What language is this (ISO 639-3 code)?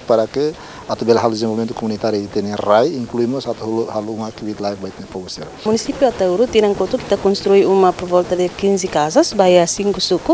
tet